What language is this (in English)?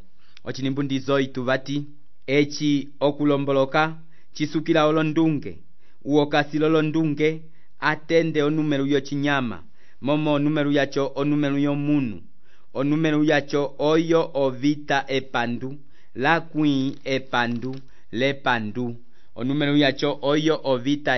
Umbundu